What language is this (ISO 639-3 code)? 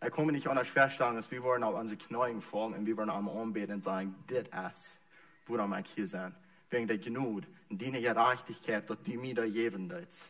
pdt